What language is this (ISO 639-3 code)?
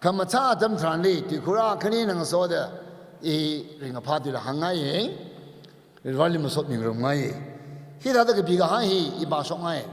nmf